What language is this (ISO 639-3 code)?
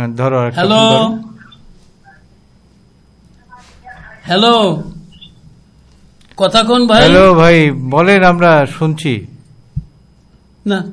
ben